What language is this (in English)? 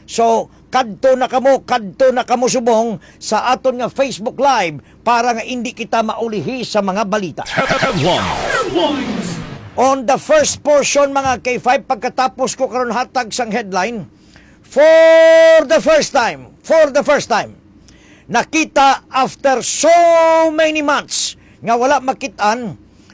Hiligaynon